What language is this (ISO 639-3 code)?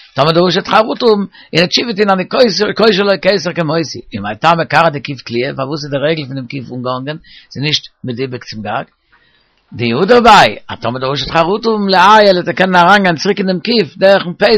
yid